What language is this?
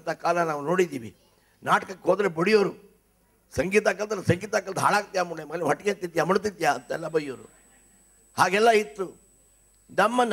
Kannada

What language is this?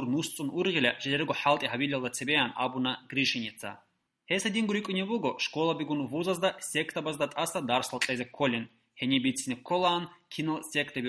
Avaric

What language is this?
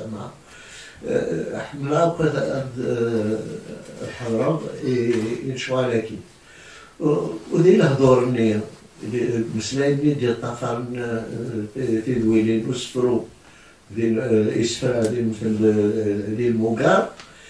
Kabyle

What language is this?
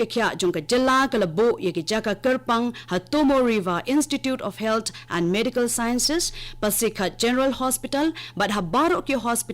Khasi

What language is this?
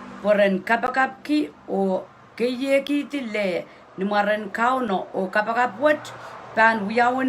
Pohnpeian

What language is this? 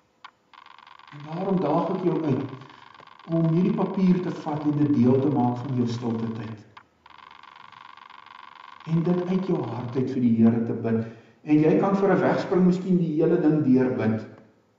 Afrikaans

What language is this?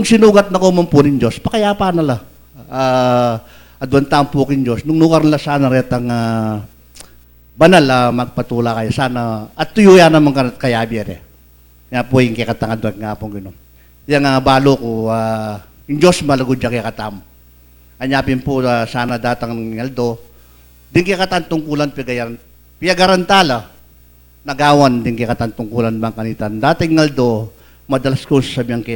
Pampanga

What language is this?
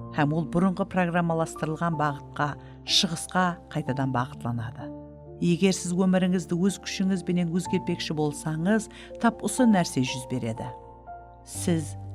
Kara-Kalpak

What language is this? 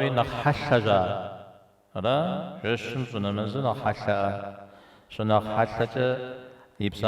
Kabardian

